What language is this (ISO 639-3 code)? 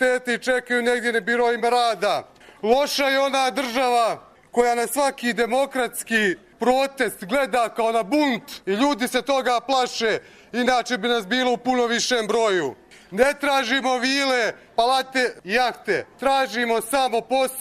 hrv